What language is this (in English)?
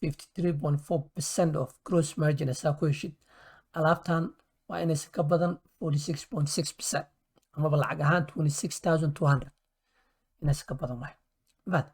Somali